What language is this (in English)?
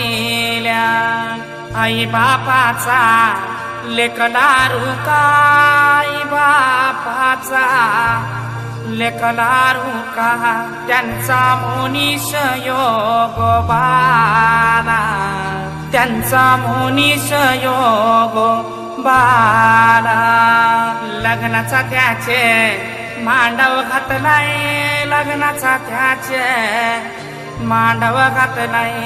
Marathi